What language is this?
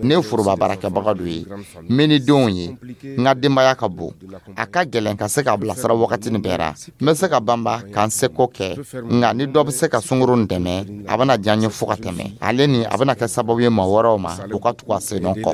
Dyula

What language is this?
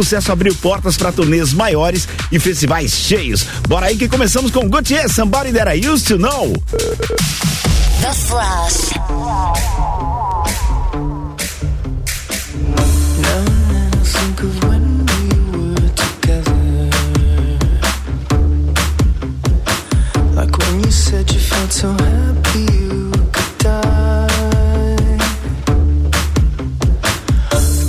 Portuguese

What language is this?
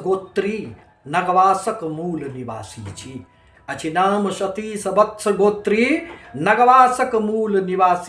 Maithili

